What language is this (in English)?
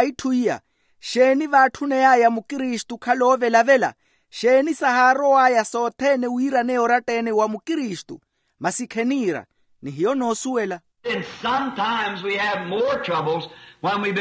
Makhuwa